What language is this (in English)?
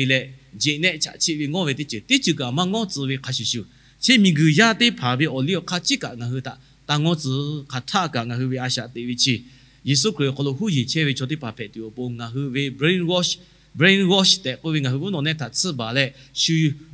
Lahu